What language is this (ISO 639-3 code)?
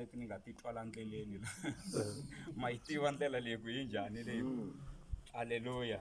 tso